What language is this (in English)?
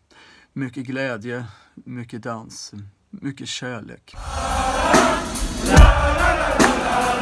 Swedish